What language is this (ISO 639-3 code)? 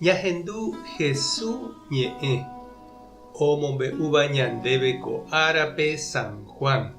grn